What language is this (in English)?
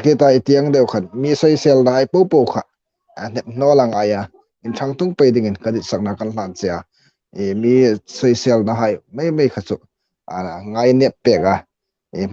Hmar